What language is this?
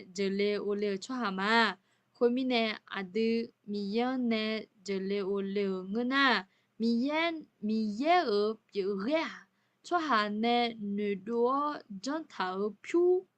Akha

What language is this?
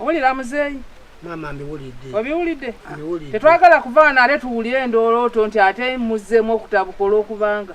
Ganda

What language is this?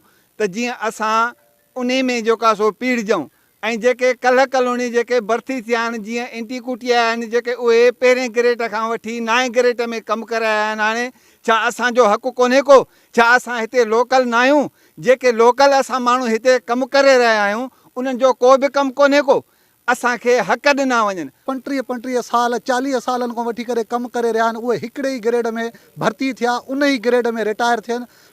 Sindhi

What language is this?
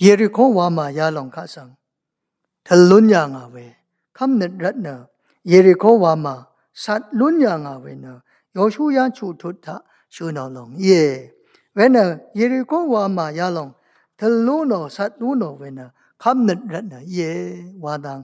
Rawang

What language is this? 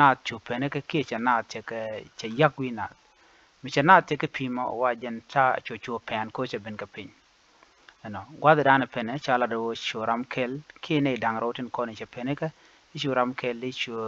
Nuer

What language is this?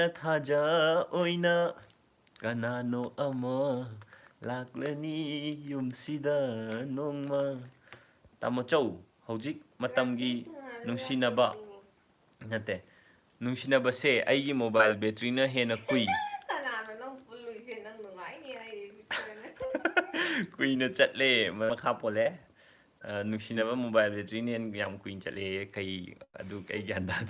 Manipuri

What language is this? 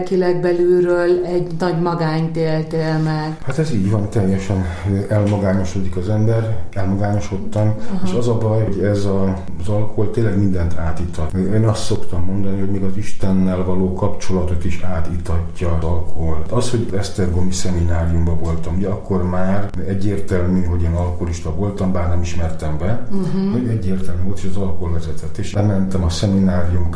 Hungarian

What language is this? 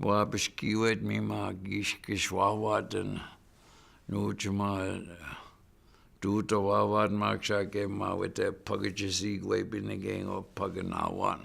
Chippewa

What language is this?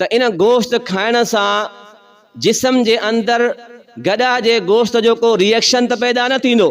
Sindhi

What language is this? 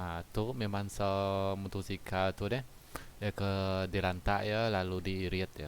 Iban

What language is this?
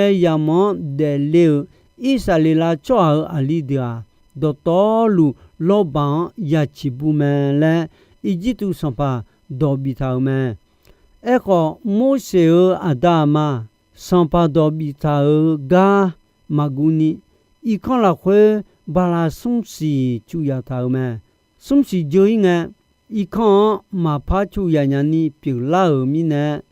Akha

